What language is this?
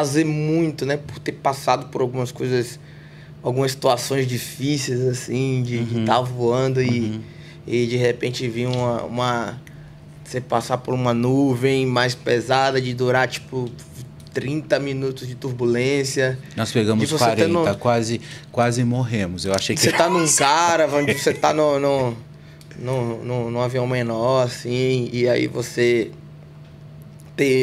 Portuguese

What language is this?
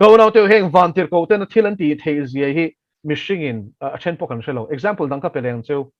Mizo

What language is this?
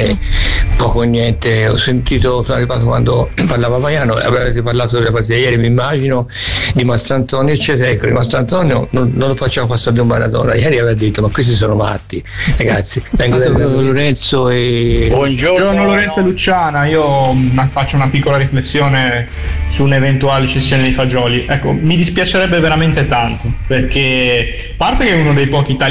Italian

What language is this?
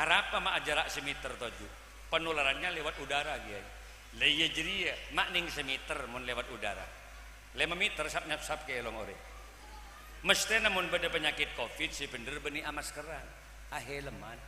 Madurese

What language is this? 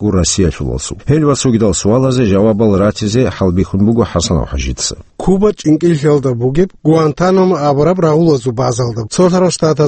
Avaric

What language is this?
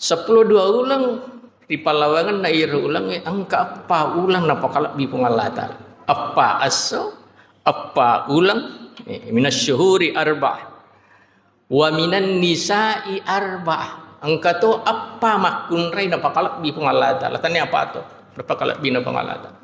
Buginese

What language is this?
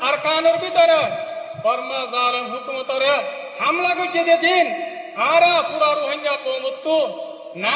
Rohingya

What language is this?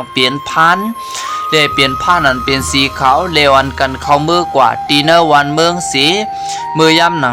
Shan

